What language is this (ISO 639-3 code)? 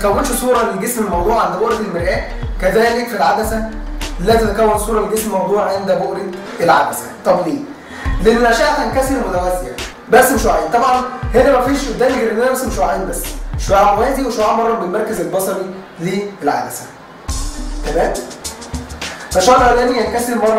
arz